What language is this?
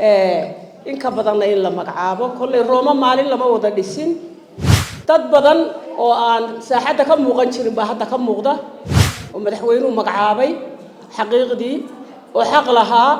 Somali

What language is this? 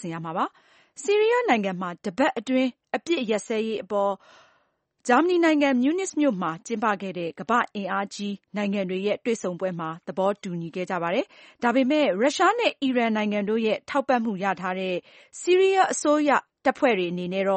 Burmese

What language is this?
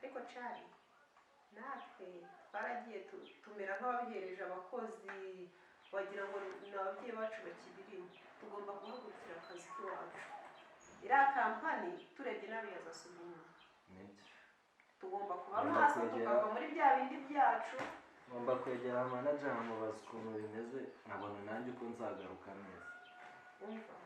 Kinyarwanda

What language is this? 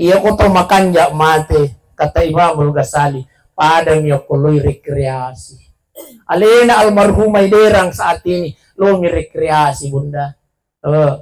Buginese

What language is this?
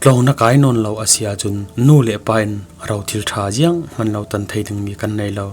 Falam Chin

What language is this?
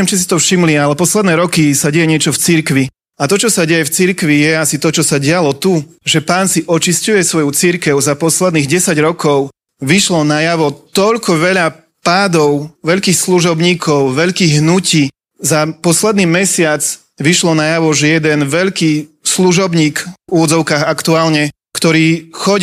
Slovak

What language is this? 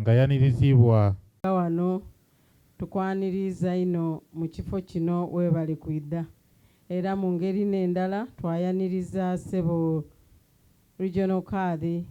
Soga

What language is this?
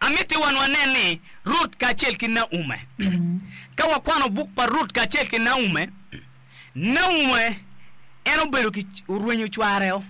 Acoli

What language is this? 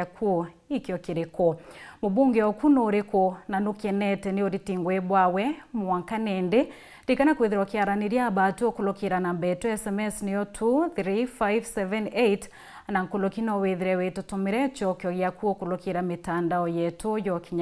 Meru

